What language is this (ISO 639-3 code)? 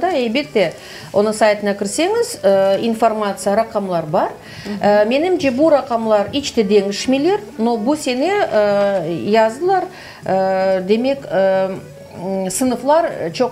crh